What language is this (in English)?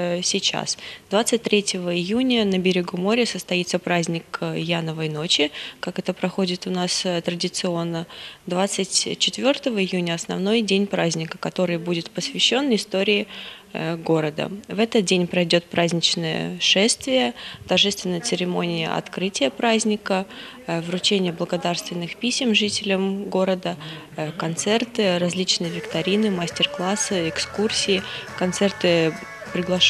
Russian